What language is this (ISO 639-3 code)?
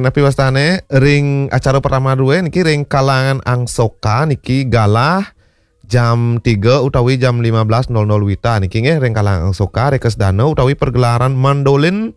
ban